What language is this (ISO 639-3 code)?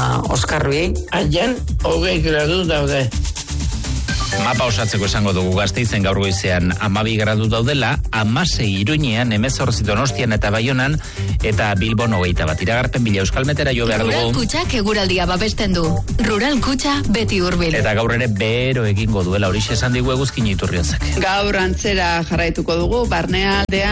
eus